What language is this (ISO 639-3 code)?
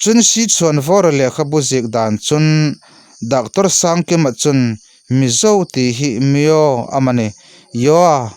hmr